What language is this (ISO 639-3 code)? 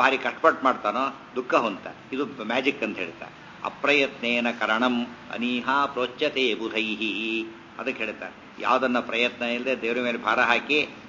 kan